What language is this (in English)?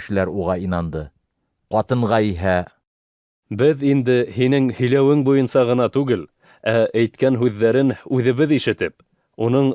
Bashkir